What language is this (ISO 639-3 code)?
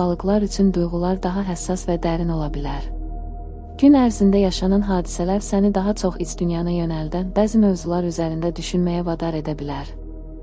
aze